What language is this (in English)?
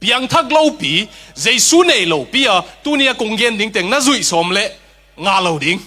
Tedim Chin